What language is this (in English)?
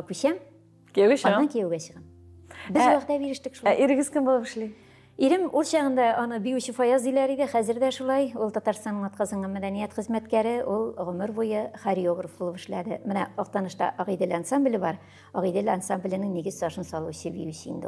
Tatar